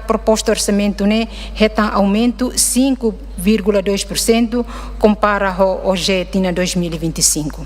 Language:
Tetum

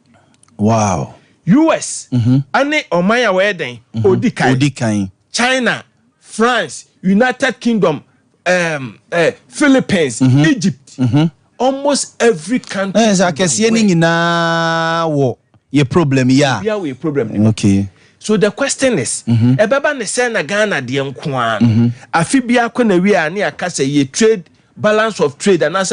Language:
Akan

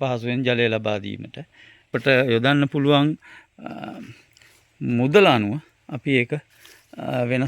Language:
Sinhala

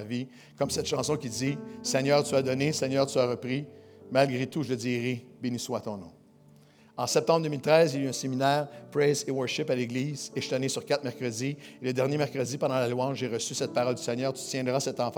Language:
French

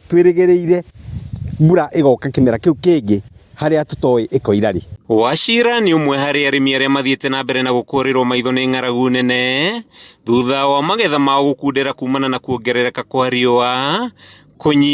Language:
Kikuyu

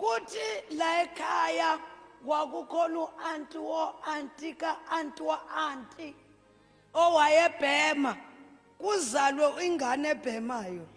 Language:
Zulu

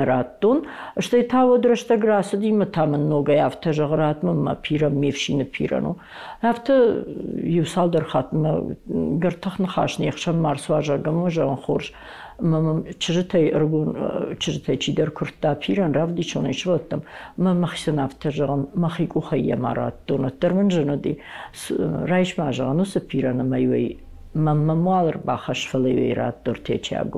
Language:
Ossetic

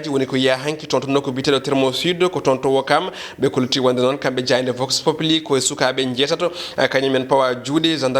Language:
Fula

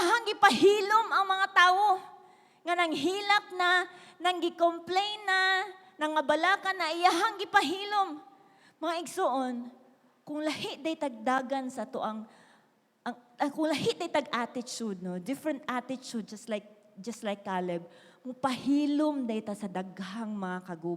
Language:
Cebuano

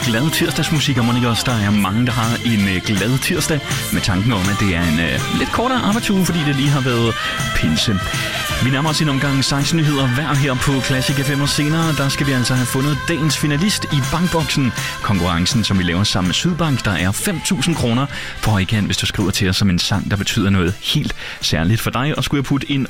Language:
Danish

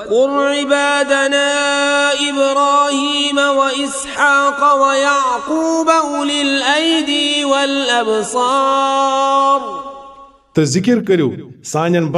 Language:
Kashmiri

